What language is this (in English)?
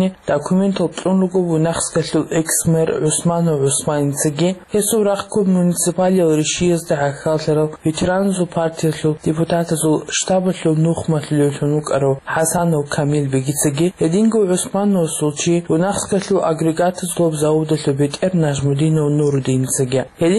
Avaric